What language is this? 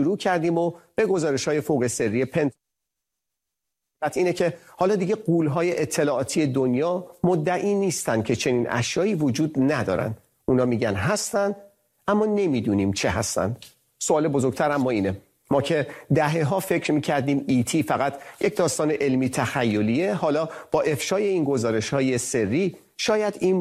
Persian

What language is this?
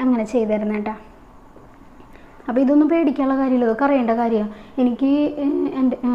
Malayalam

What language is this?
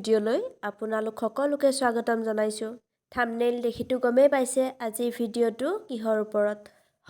Assamese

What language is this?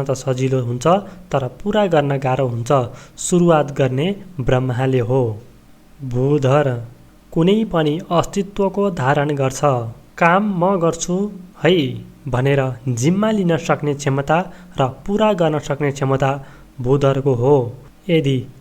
Nepali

